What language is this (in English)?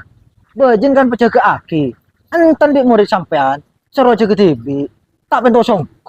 Madurese